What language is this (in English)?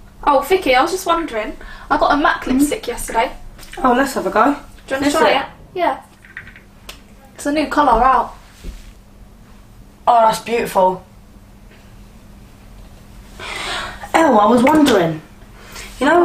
English